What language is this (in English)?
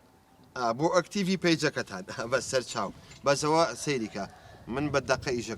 Central Kurdish